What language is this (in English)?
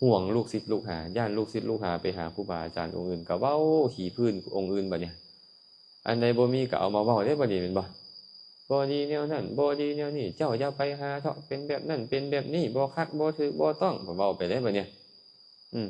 Lao